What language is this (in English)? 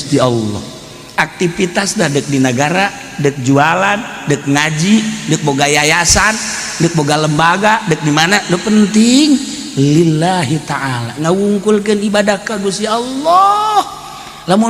Sundanese